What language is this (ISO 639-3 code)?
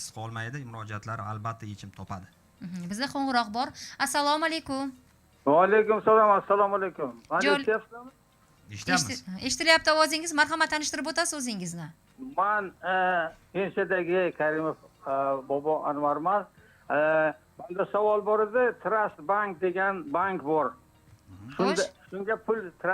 uzb